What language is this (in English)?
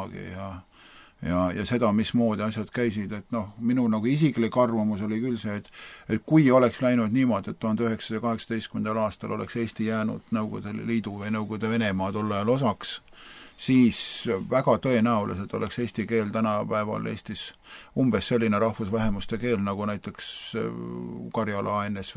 Estonian